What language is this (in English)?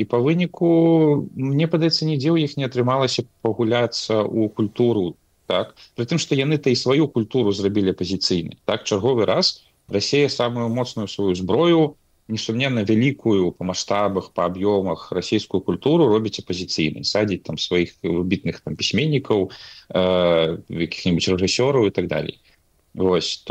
Belarusian